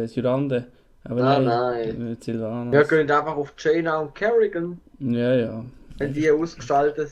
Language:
Swiss German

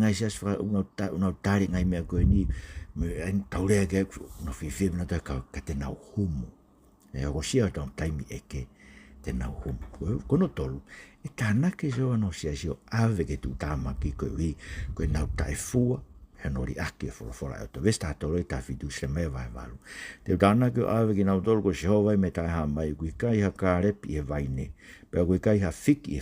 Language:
Tongan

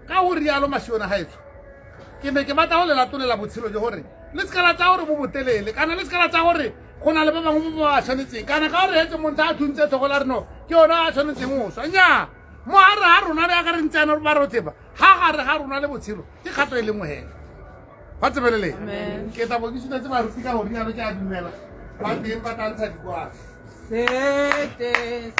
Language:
Tswana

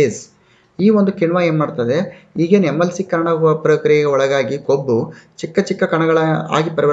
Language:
Kannada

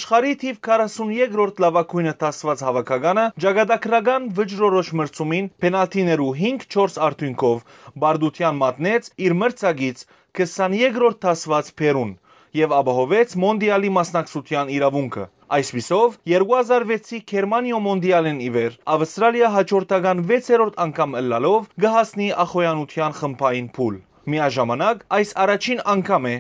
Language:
Western Armenian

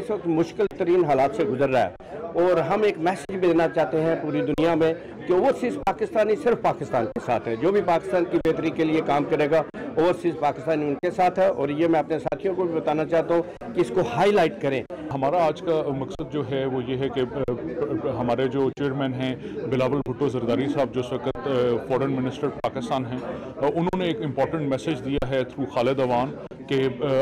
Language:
Urdu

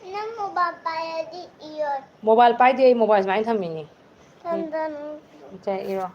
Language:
Manipuri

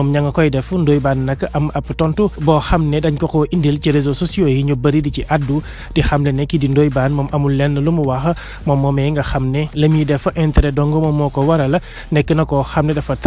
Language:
Wolof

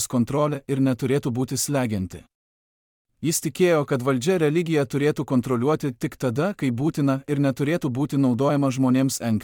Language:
Lithuanian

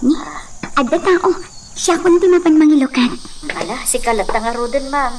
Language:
Iloko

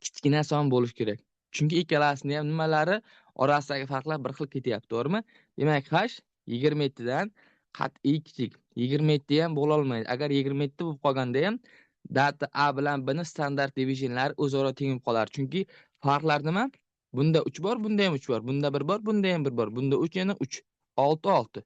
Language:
Uzbek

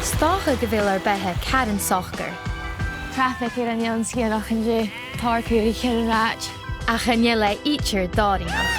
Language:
Scottish Gaelic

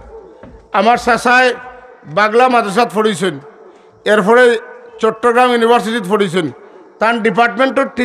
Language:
Sylheti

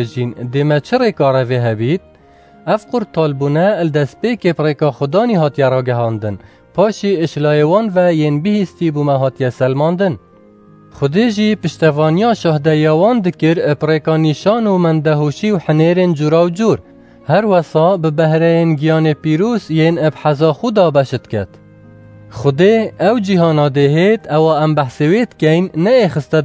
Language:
Kurdish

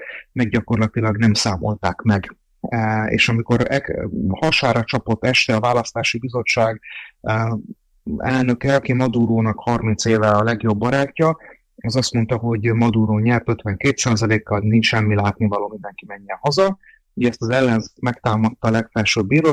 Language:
Hungarian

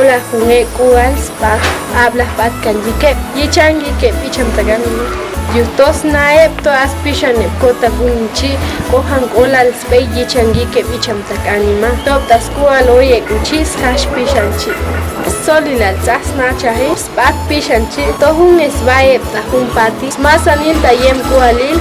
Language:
Chuj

